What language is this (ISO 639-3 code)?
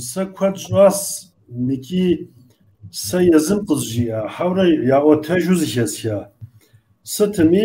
kbd